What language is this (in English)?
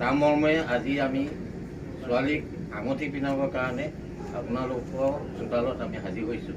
Assamese